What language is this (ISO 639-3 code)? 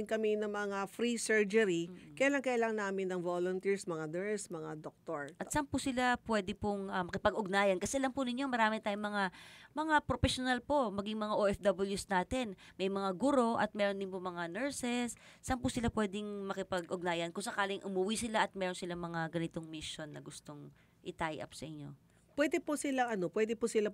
fil